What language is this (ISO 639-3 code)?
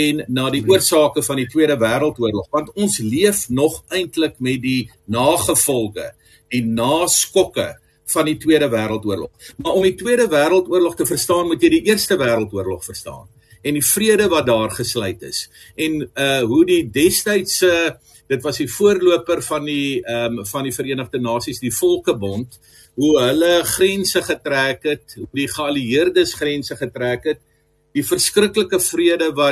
afr